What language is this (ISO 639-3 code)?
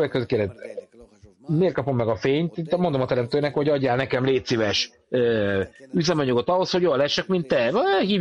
hun